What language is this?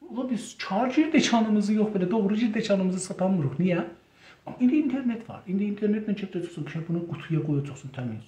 South Azerbaijani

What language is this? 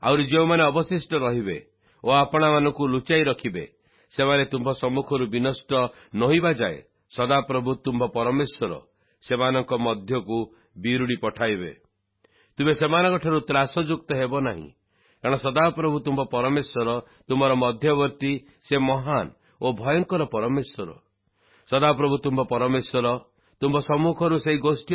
Odia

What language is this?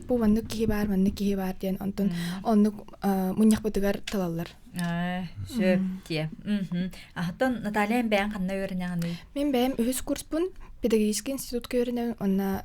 Yakut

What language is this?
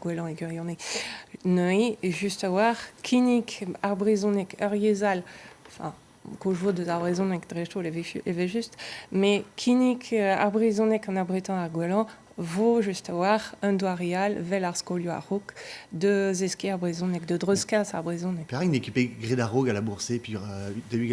Breton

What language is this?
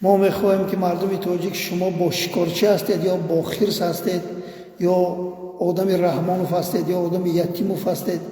Tajik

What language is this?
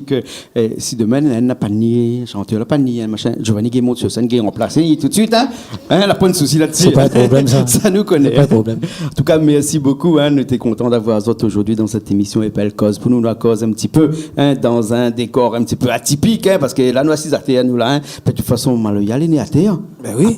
Réunion Creole French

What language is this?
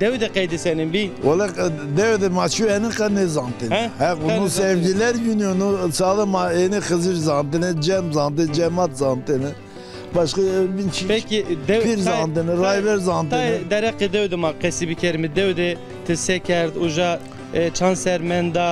Zaza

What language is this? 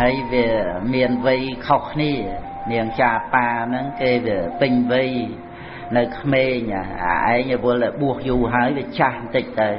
Khmer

